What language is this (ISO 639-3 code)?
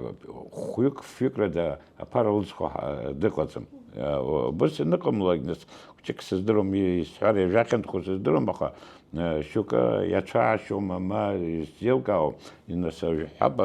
abk